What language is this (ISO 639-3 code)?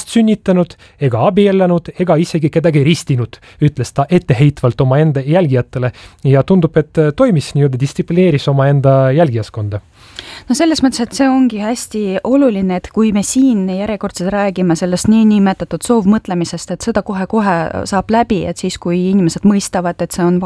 est